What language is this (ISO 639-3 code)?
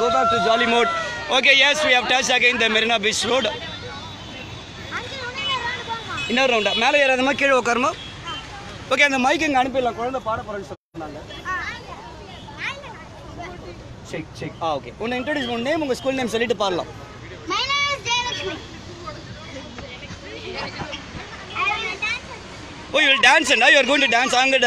tam